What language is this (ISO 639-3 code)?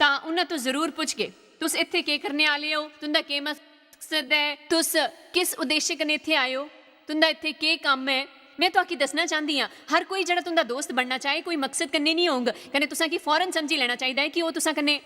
doi